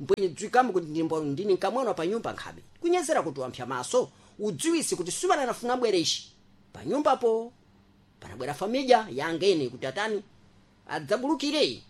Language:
Sena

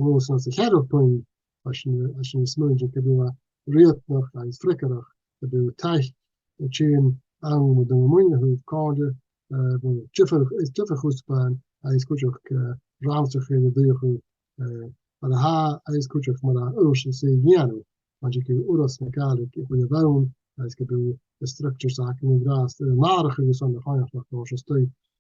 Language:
Scottish Gaelic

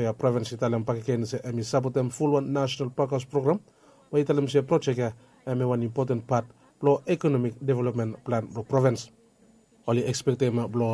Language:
Bislama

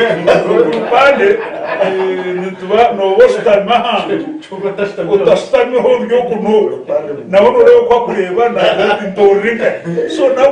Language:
Nyankole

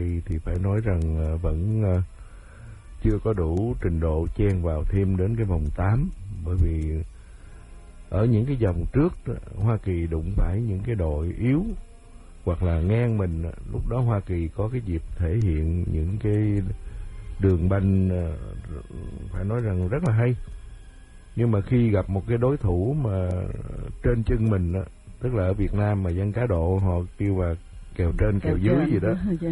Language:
Vietnamese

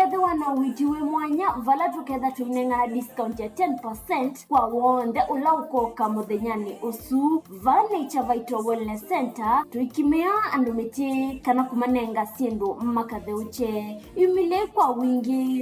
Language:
Kamba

